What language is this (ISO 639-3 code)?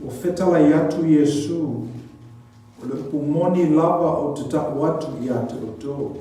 smo